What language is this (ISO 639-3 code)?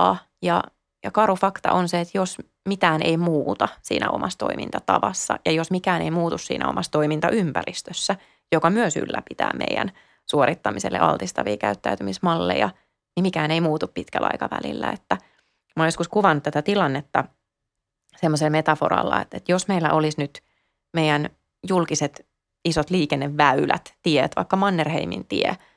fin